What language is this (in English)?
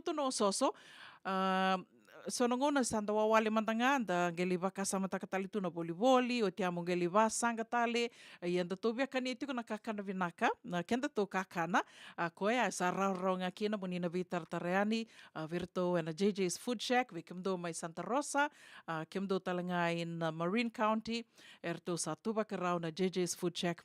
Fijian